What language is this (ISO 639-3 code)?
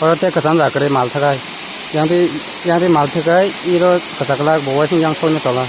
trp